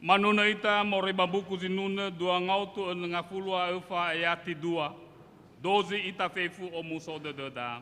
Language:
Nias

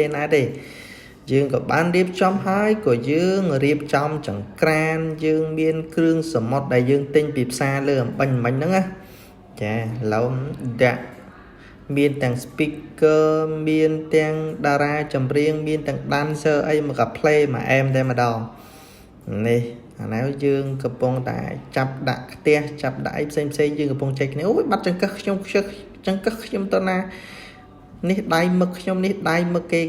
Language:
Khmer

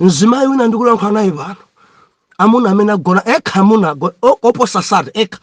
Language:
Nyanja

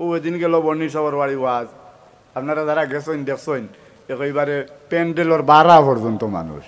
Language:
Sylheti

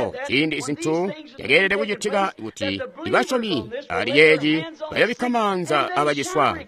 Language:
Tonga (Zambia)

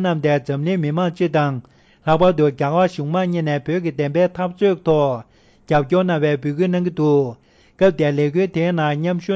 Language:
Tibetan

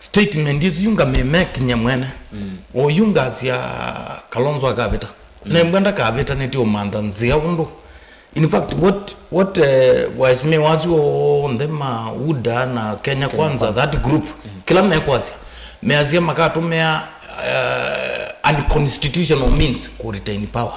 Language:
Kamba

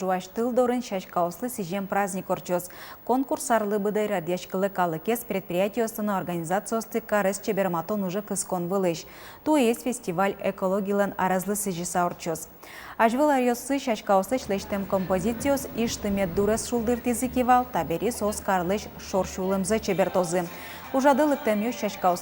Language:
Udmurt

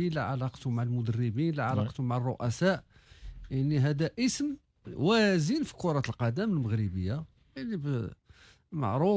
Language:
Moroccan Arabic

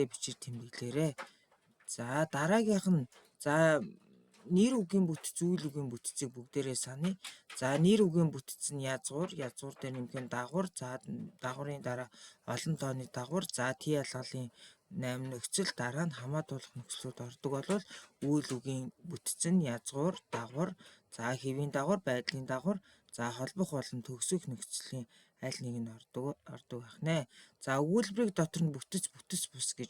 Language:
Mongolian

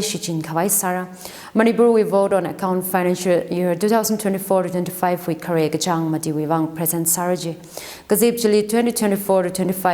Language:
Tangkhul Naga (India)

